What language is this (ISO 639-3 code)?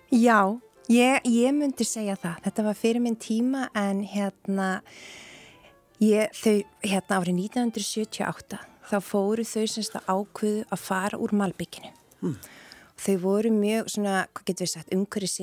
isl